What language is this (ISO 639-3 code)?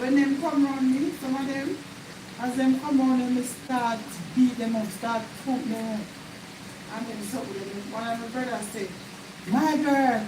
jam